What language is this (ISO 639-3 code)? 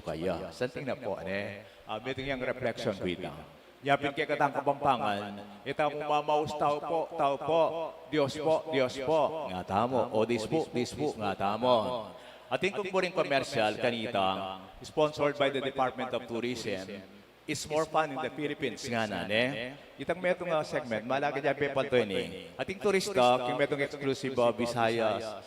pam